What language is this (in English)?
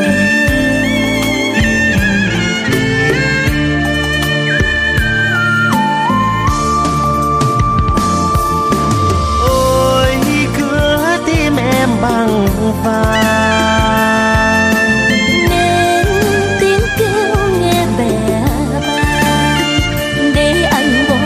Vietnamese